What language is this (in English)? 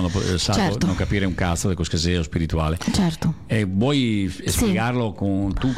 Italian